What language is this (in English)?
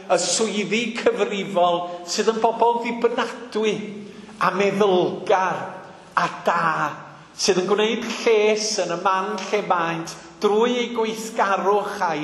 Welsh